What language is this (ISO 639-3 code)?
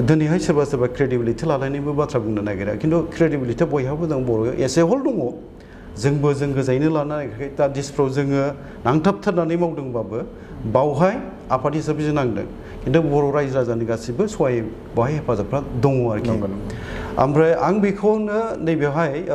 brx